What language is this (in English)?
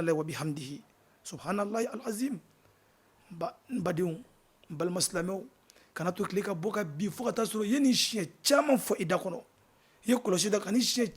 Bambara